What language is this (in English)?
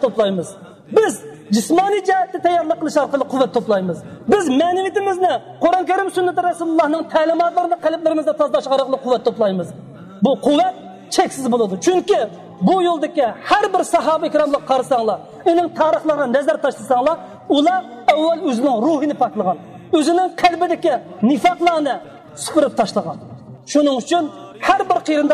Uyghur